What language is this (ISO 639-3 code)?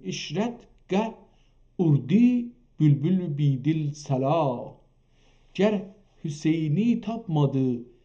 azb